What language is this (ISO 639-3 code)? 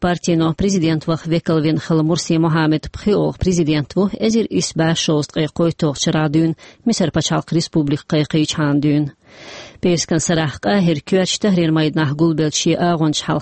che